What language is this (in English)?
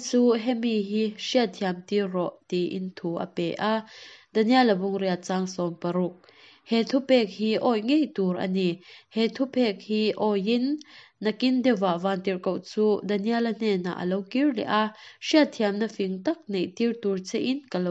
Mizo